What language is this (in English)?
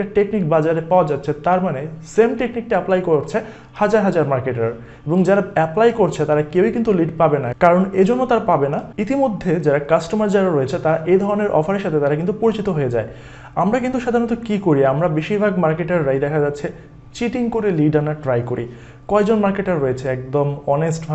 Bangla